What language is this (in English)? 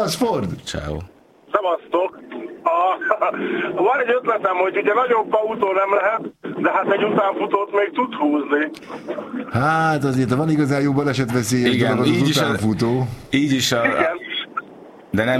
Hungarian